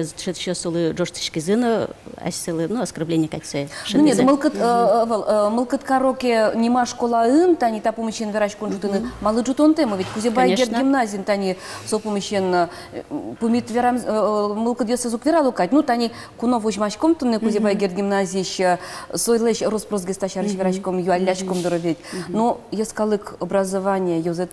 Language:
Udmurt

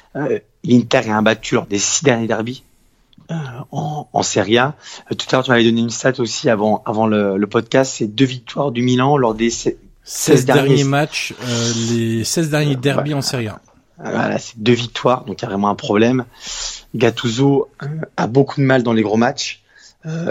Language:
French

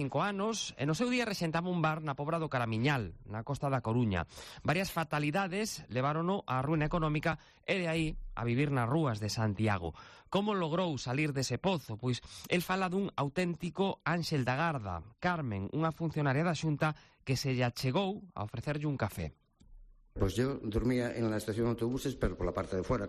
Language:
Galician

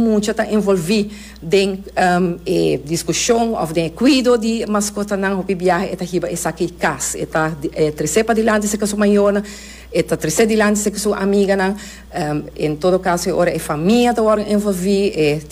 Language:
Papiamento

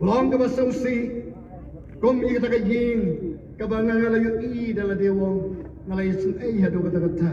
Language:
Khasi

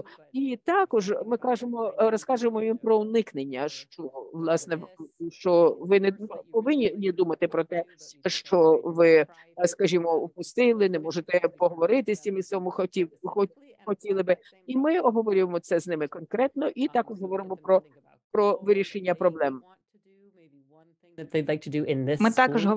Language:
Ukrainian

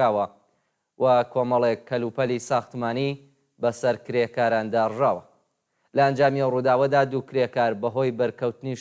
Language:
Central Kurdish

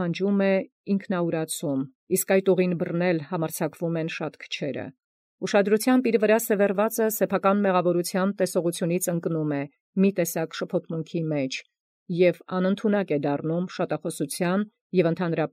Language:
Armenian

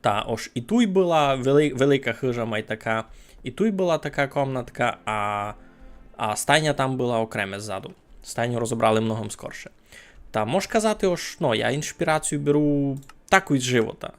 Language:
Rusyn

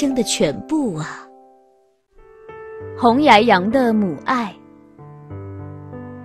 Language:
Chinese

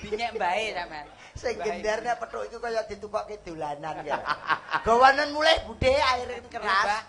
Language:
Javanese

